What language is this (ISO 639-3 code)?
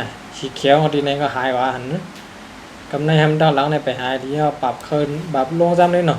shn